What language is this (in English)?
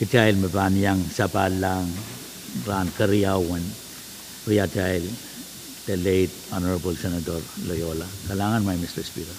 Pohnpeian